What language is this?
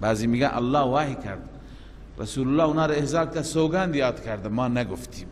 Persian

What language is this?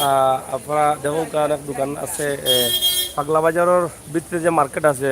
Sylheti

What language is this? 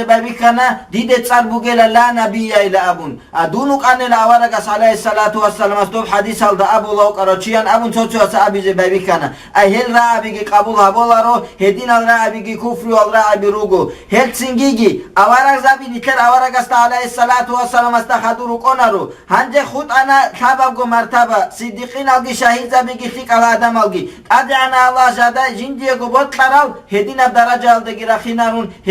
Avaric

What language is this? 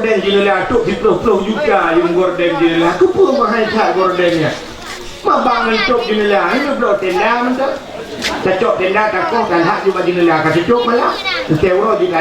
Achinese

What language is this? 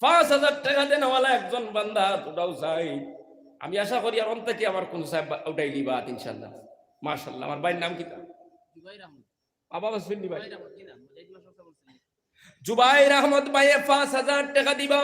Sylheti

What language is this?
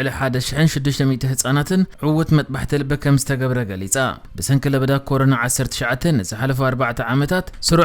Tigrinya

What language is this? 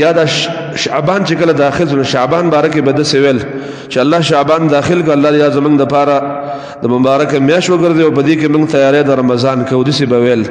Pashto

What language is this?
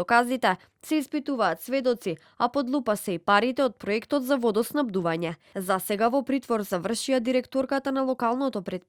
Macedonian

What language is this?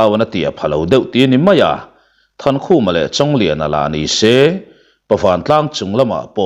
Mizo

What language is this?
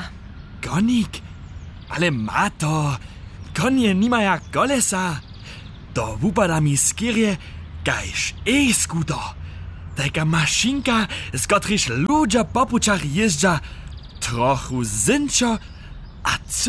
Upper Sorbian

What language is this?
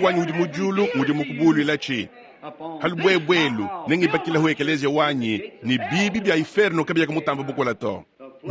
Luba-Lulua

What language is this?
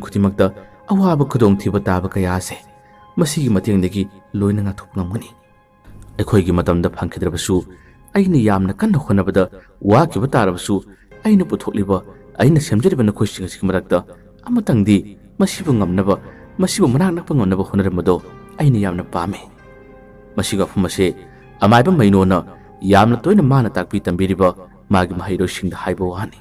Manipuri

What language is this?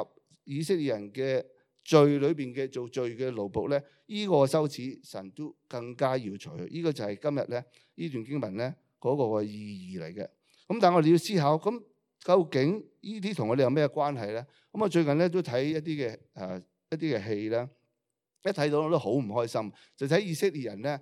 Cantonese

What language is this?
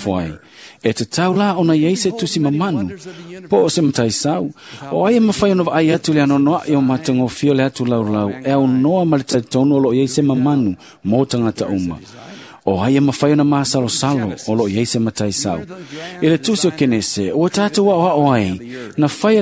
Samoan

